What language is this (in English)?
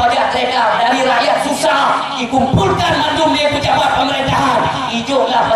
Achinese